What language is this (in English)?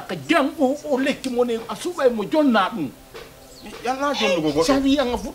Fula